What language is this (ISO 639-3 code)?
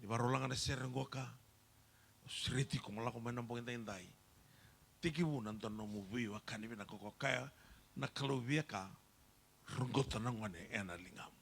fij